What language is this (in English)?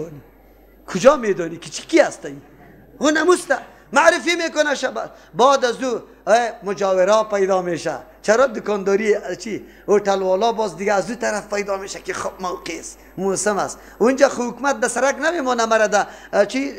Persian